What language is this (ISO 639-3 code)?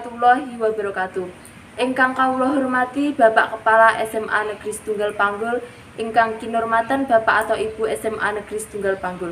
jav